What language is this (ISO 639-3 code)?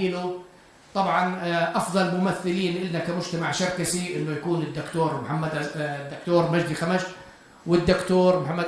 apc